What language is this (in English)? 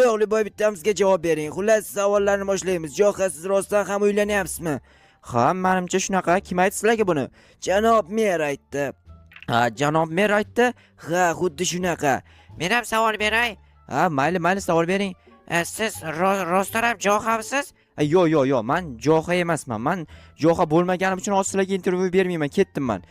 Uzbek